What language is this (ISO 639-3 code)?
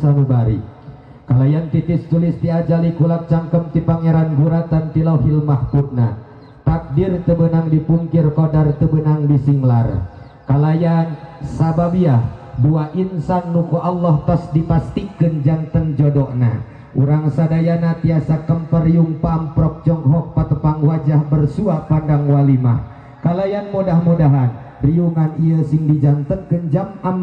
sun